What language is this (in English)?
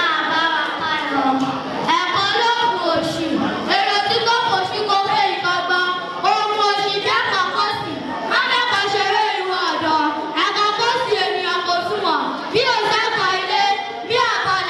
Yoruba